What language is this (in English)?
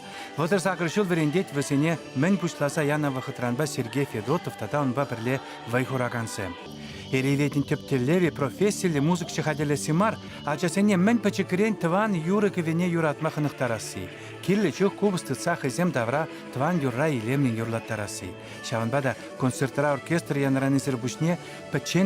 Chuvash